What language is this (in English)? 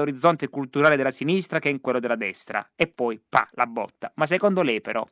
Italian